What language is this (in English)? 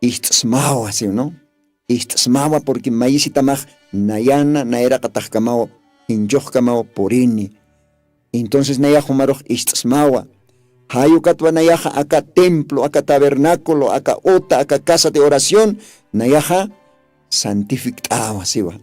Aymara